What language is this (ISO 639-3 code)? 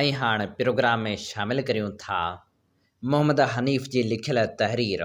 snd